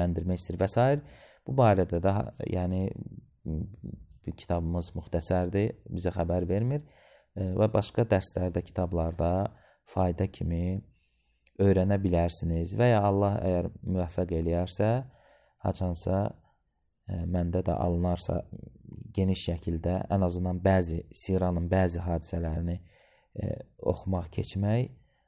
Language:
Azerbaijani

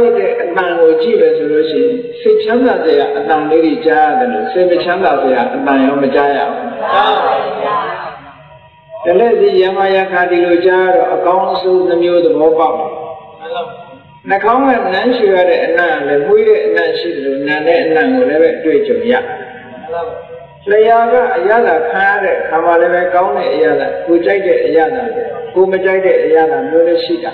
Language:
Burmese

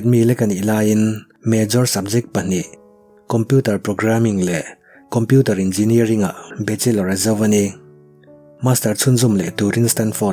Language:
Mizo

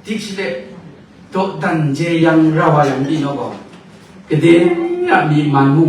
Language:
Kachin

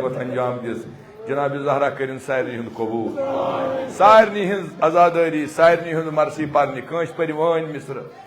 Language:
Kashmiri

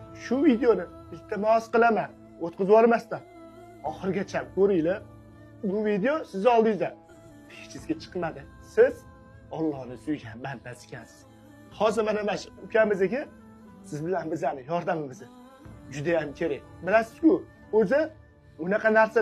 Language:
Uzbek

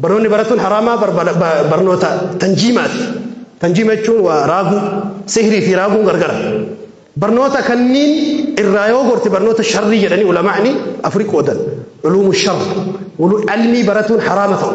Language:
Oromo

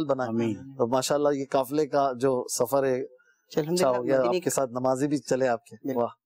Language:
Urdu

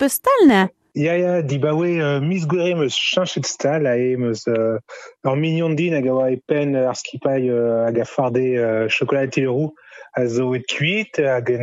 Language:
Breton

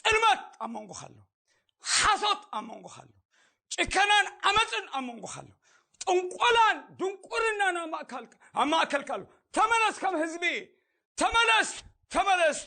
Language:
Tigrinya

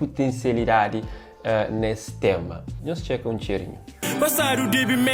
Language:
Kabuverdianu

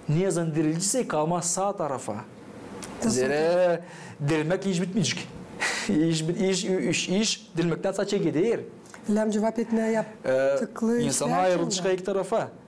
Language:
Gagauz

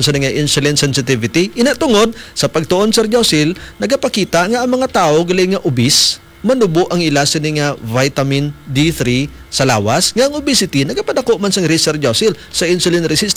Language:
Hiligaynon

